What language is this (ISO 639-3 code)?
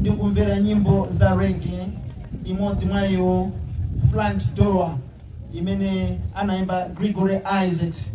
nya